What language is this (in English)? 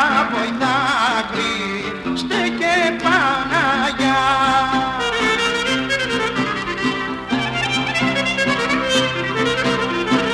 Greek